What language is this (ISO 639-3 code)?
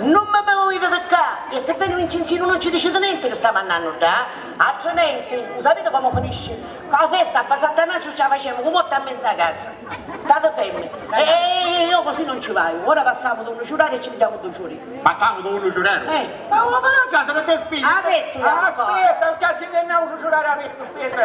scn